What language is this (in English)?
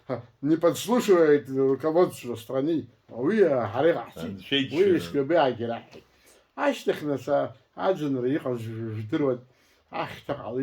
Abkhazian